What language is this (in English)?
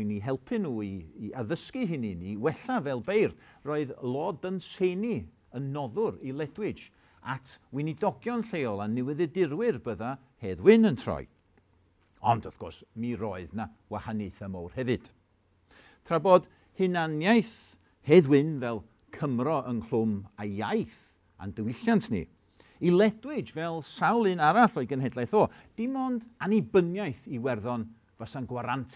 Welsh